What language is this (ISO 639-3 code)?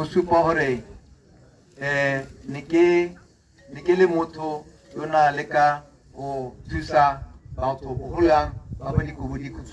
tsn